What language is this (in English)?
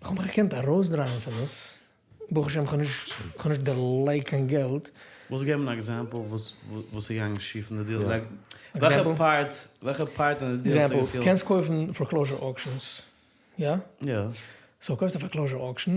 Yiddish